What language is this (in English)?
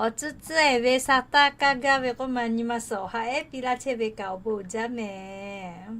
Lahu